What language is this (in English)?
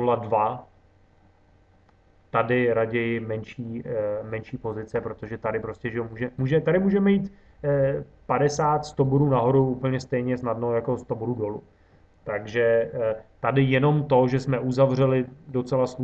Czech